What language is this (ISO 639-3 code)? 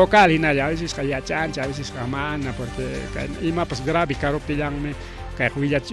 quy